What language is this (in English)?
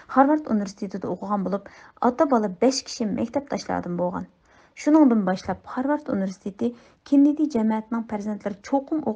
Uyghur